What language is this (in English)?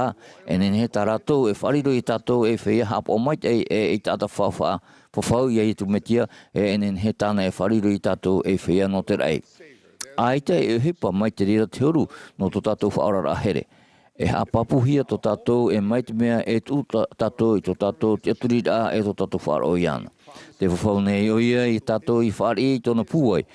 Tahitian